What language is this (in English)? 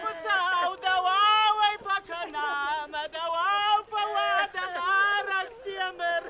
Ossetic